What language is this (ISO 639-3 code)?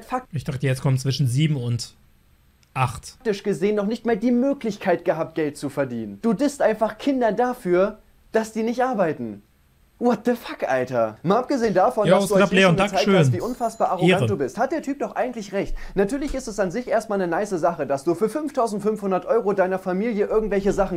deu